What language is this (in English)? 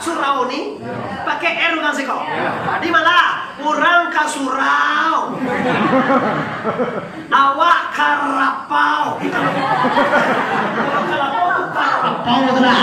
Minangkabau